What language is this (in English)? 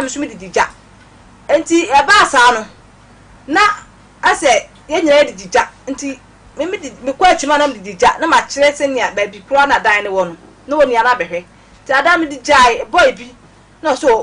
Akan